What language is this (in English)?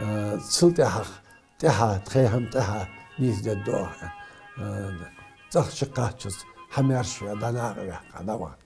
Ingush